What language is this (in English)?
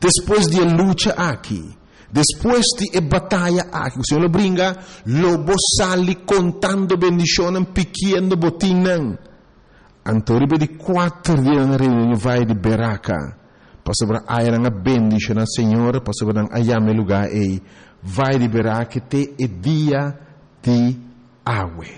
Papiamento